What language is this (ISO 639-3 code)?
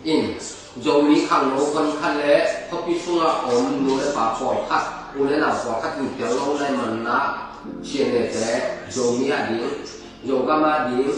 ctd